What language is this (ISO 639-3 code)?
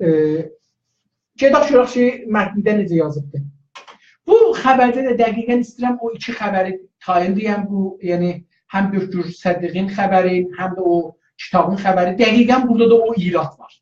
azb